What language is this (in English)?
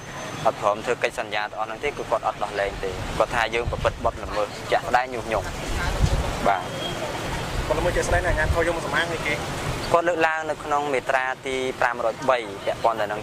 Khmer